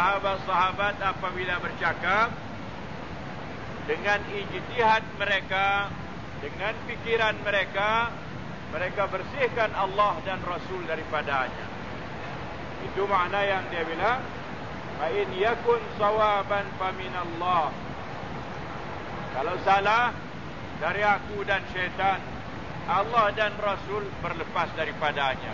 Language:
Malay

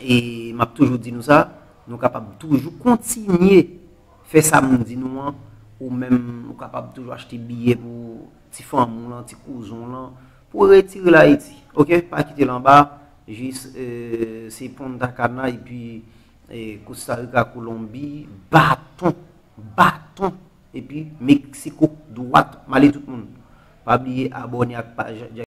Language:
Haitian Creole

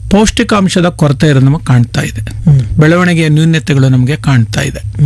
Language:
Kannada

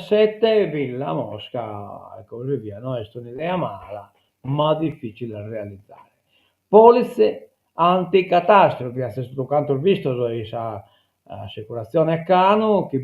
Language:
Sardinian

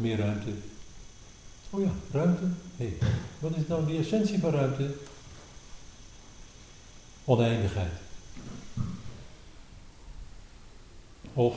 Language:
Dutch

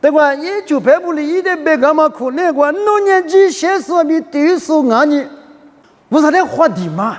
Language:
Lisu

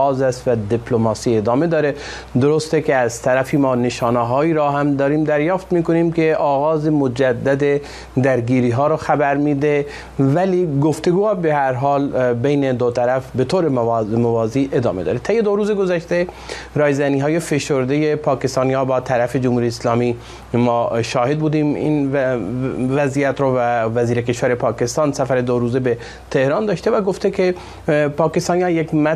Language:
Persian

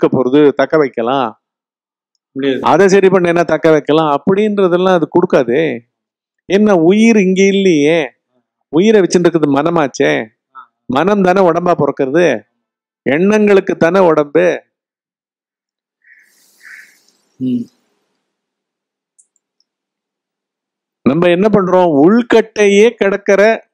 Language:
Tamil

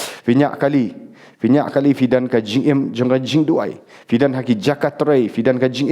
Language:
Khasi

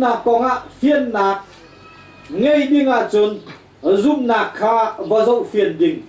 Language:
Hakha Chin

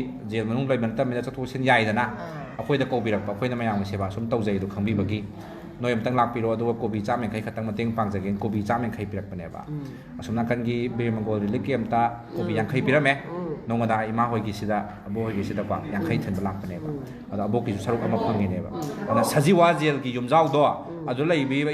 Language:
Manipuri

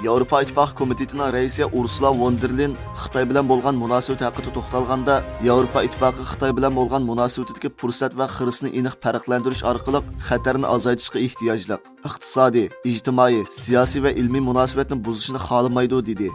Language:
Uyghur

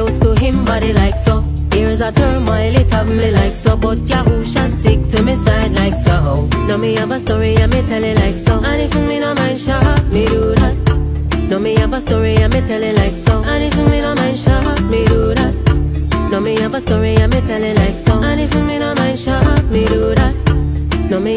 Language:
Jamaican Creole English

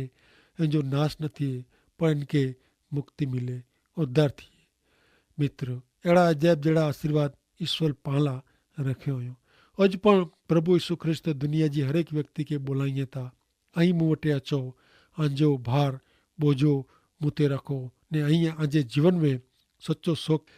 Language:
Kachhi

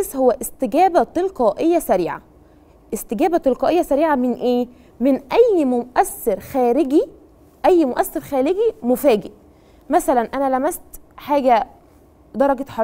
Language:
Egyptian Arabic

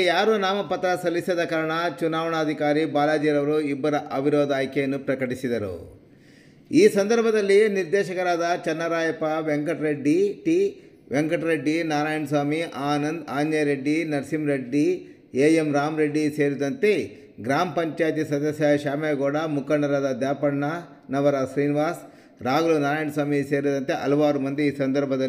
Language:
Kannada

